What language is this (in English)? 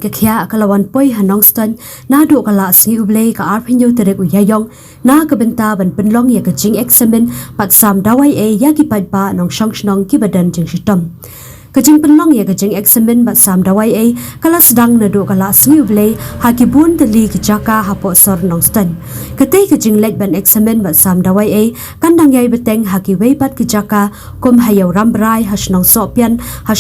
Khasi